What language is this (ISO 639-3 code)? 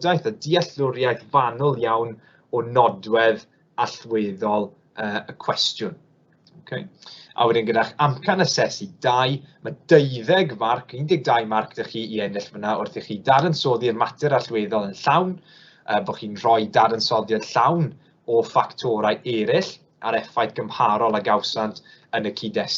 cym